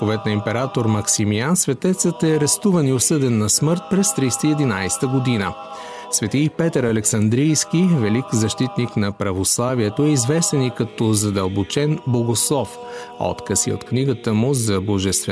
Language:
Bulgarian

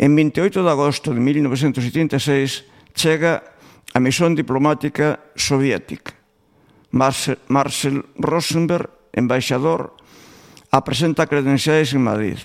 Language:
Galician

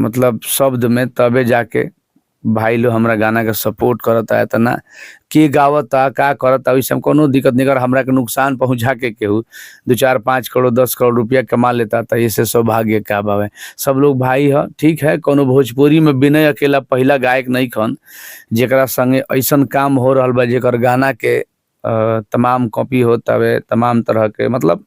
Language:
Bhojpuri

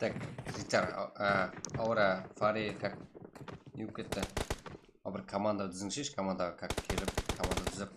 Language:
Kara-Kalpak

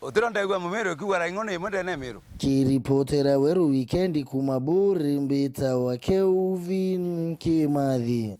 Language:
Meru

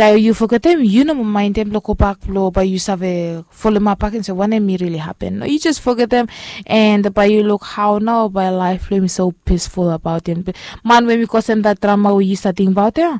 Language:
Bislama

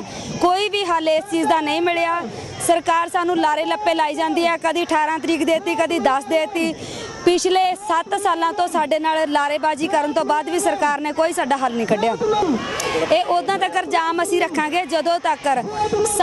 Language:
Punjabi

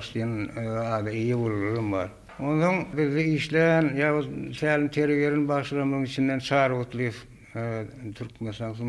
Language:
Turkmen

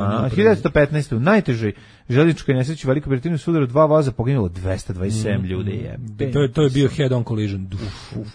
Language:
Serbian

